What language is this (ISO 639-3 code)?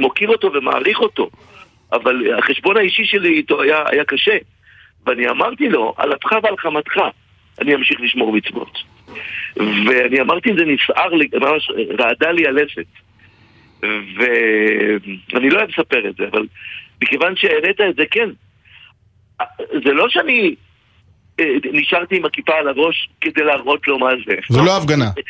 heb